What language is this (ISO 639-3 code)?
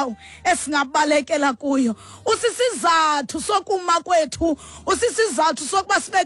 xho